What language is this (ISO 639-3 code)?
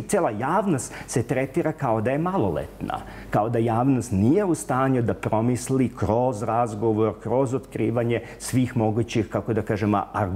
srp